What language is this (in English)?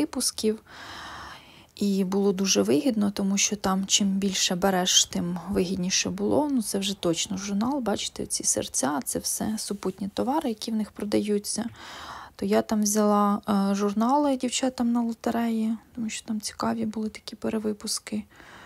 Ukrainian